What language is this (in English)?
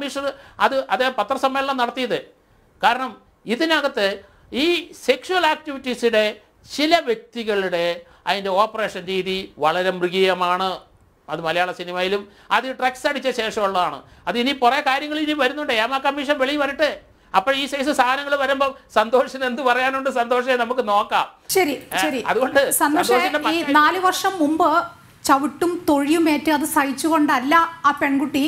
Malayalam